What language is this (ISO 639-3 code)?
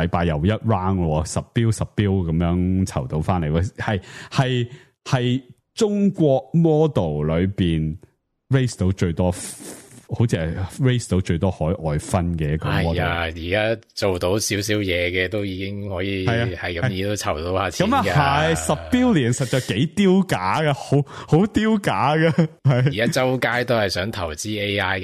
yue